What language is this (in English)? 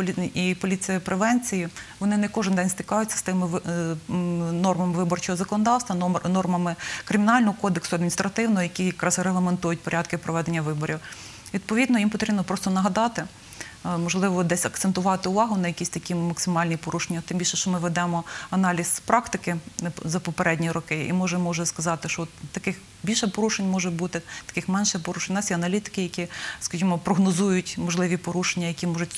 Ukrainian